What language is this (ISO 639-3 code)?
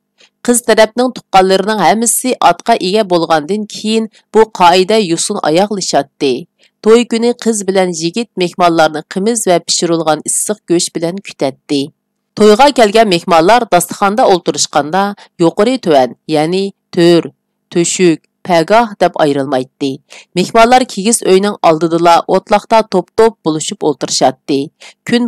uig